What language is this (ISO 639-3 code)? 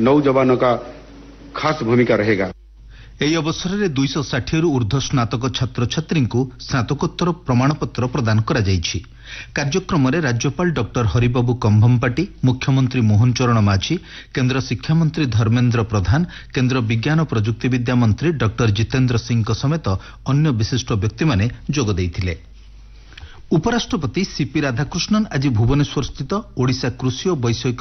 ori